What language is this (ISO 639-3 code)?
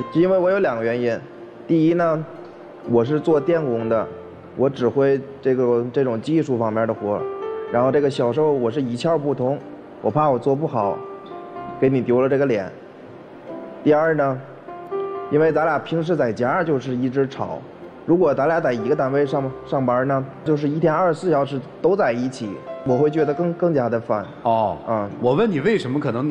zho